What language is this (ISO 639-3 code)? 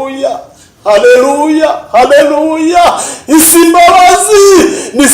kin